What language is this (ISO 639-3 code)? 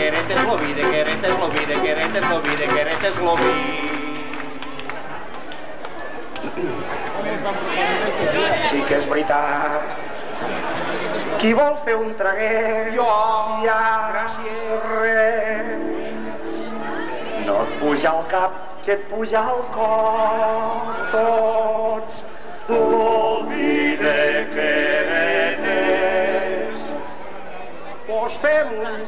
cat